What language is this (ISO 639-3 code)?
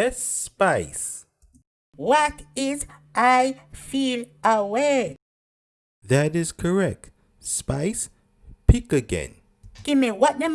jam